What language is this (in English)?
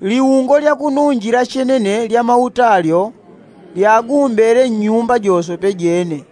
Yao